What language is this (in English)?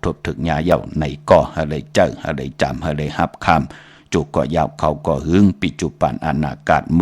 Shan